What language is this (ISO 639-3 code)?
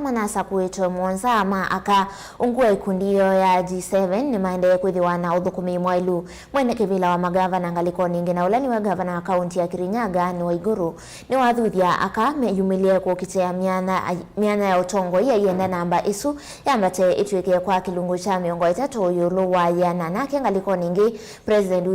kam